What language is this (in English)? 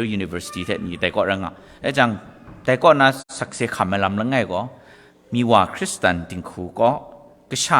Kachin